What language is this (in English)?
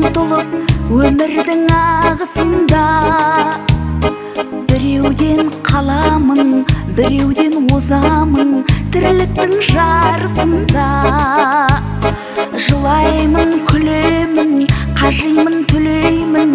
Kazakh